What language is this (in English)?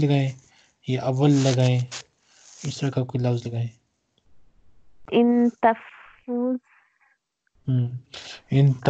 Urdu